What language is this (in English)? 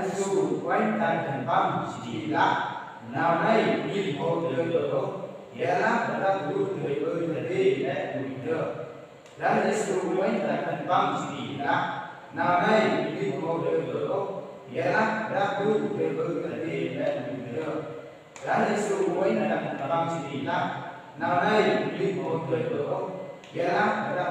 Central Mnong